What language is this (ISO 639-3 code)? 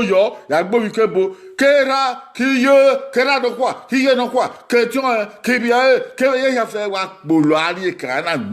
bin